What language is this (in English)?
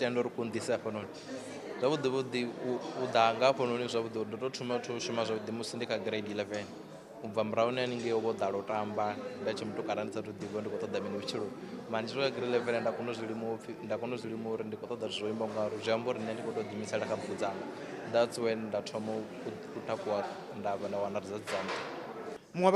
Venda